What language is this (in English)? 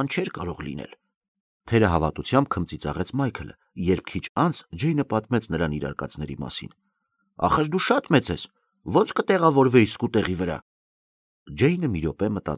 Armenian